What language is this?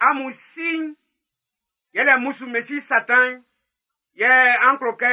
Baoulé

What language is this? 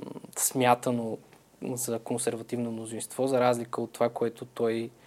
Bulgarian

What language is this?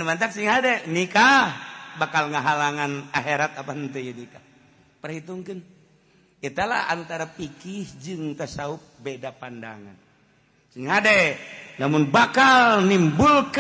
Sundanese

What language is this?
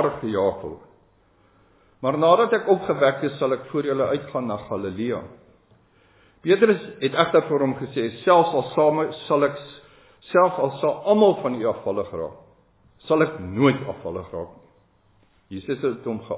Afrikaans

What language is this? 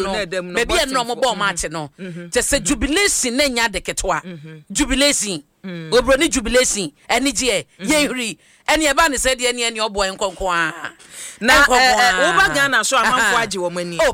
Akan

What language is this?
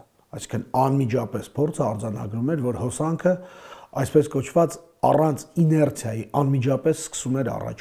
Armenian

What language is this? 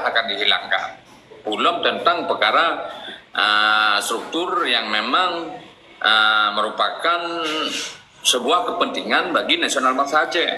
Achinese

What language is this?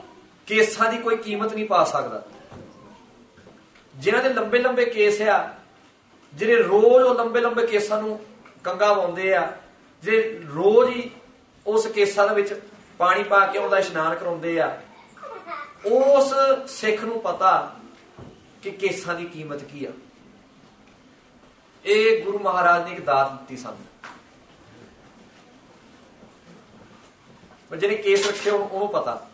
Punjabi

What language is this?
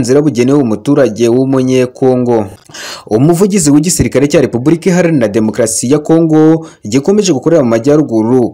Kinyarwanda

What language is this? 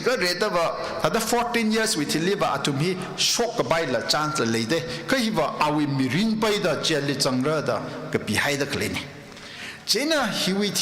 Tangkhul Naga (India)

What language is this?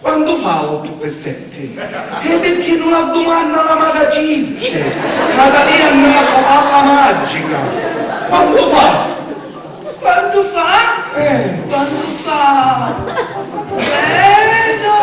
Sicilian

